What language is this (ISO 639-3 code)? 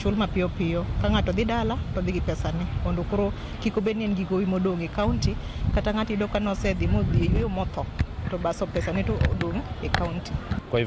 luo